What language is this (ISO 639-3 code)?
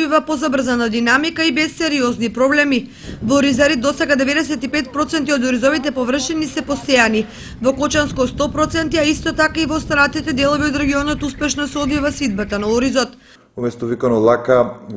mkd